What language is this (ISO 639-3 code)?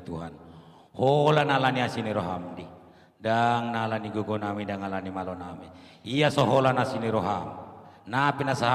bbc